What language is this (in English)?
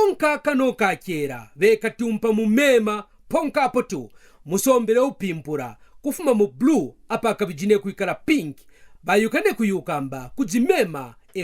Kaonde